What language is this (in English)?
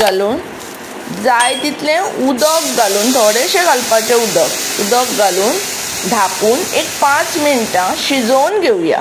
Konkani